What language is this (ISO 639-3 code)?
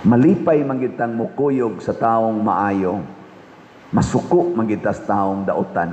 ceb